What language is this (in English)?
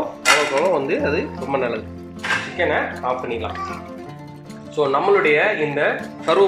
Tamil